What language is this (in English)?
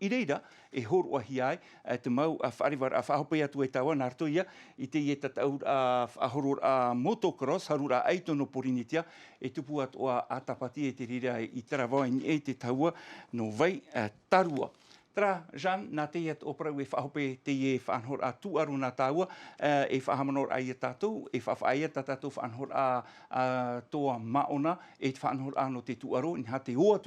Tahitian